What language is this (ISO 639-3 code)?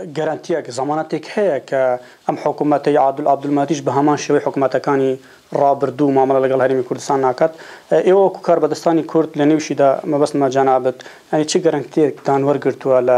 ckb